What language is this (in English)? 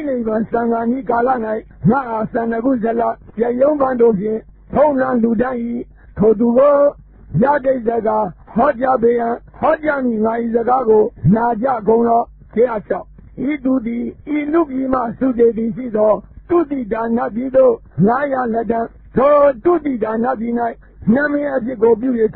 Burmese